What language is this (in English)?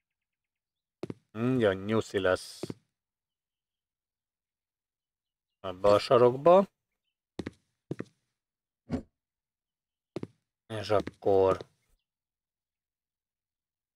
Hungarian